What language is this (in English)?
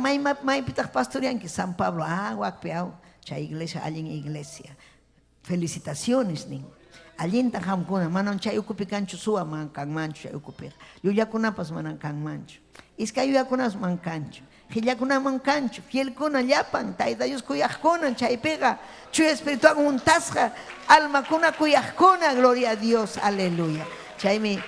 Ayacucho Quechua